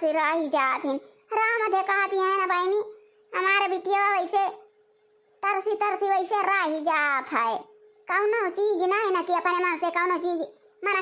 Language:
Awadhi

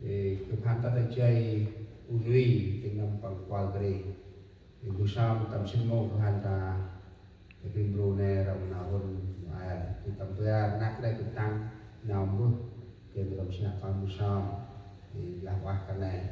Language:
Central Mnong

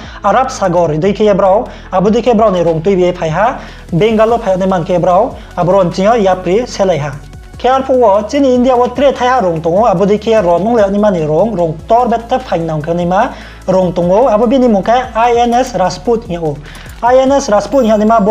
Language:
Riang (India)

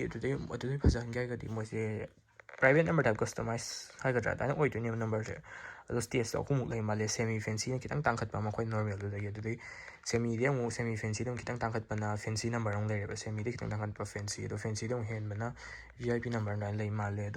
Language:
Manipuri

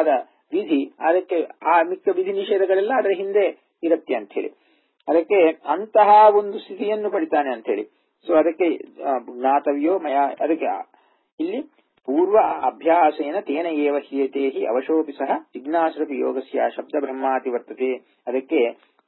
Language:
Kannada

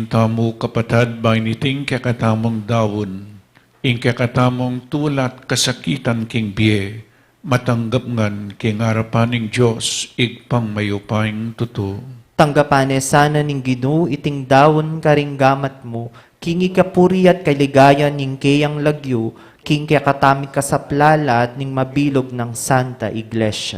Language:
Pampanga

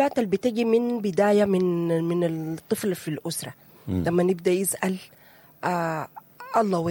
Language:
Sudanese Arabic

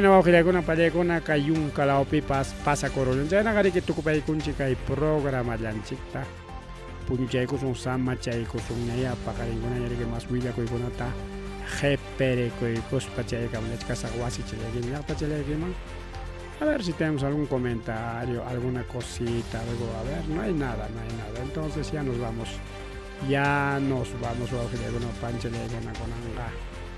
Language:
Ayacucho Quechua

